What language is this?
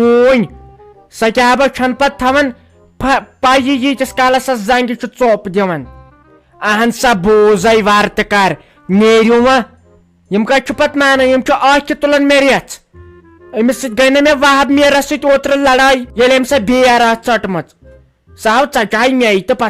Kashmiri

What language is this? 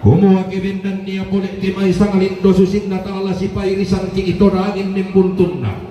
Toraja-Sa'dan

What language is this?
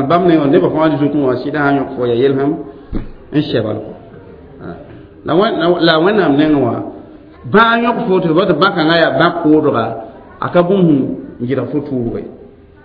Mossi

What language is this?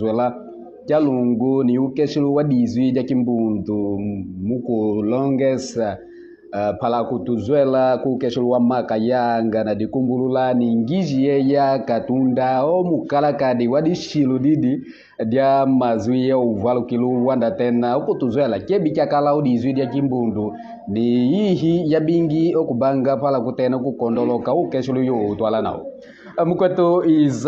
Kimbundu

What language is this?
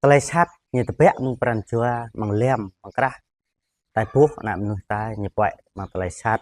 Jarai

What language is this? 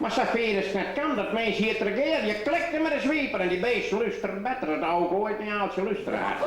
Western Frisian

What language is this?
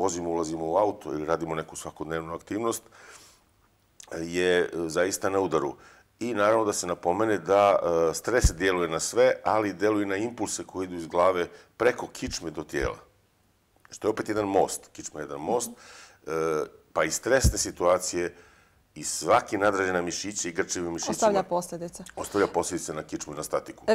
Bosnian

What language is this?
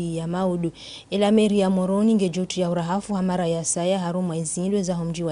Ngazidja Comorian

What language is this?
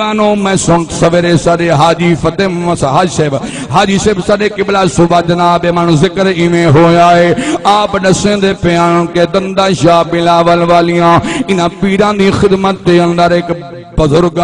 Saraiki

